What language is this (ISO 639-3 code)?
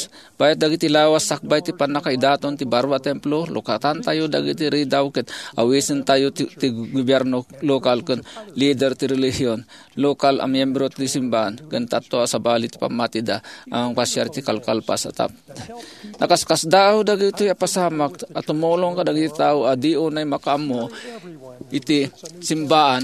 ilo